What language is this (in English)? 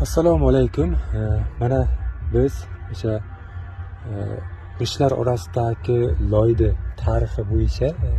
Uzbek